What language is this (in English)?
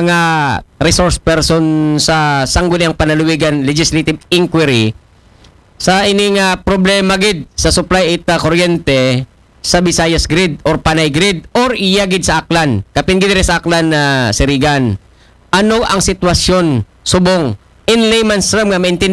Aklanon